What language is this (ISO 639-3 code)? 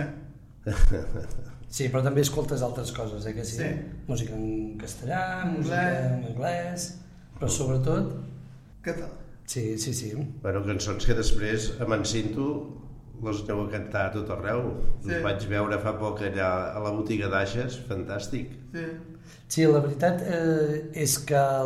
cat